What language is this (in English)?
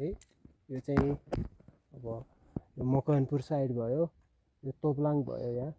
Nepali